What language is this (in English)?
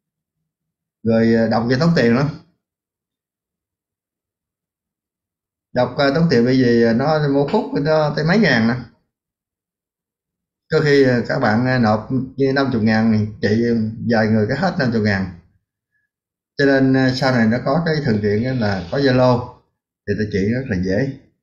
Vietnamese